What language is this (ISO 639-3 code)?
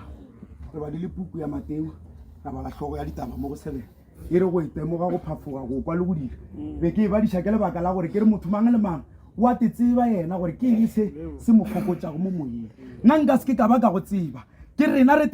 nso